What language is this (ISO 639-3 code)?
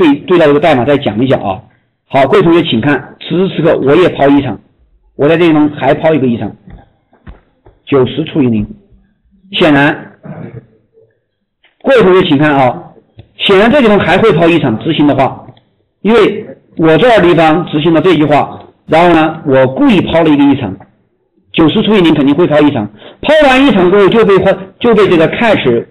zho